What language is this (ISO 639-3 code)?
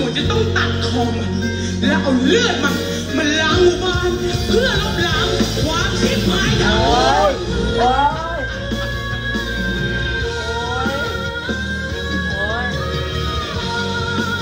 tha